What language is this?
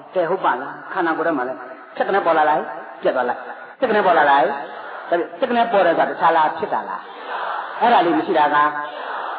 Burmese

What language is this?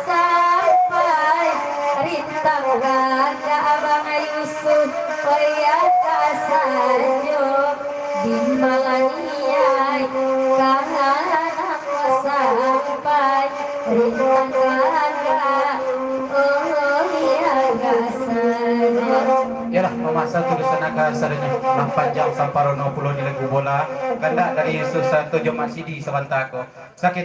Minangkabau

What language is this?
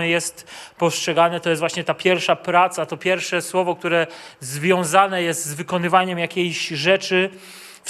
Polish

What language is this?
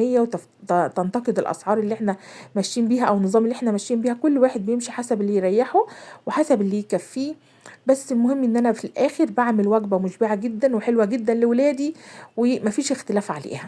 Egyptian Arabic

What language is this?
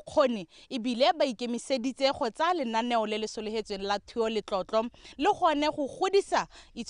Tswana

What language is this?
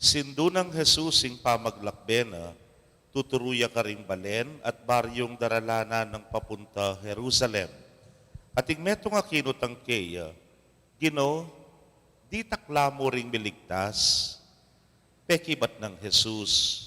Pampanga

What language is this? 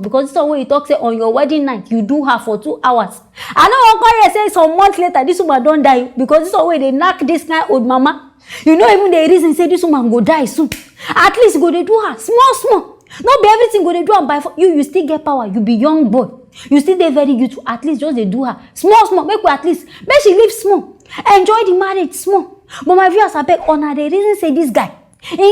Nigerian Pidgin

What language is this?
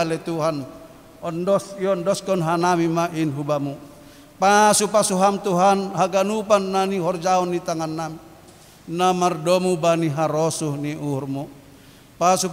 Batak Simalungun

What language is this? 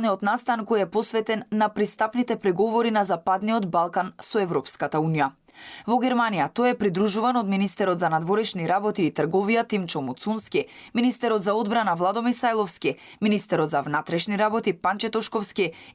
Macedonian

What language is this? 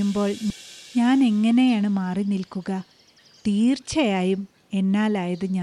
Malayalam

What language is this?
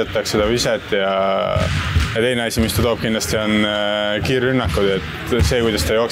Estonian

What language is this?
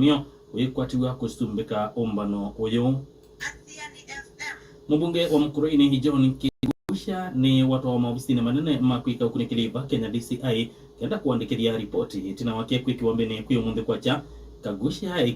Kamba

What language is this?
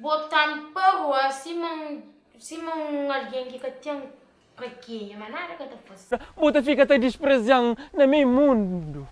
Kabuverdianu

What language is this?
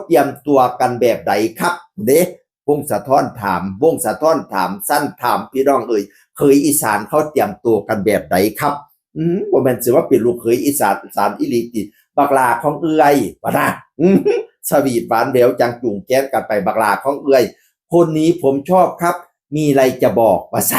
Northeastern Thai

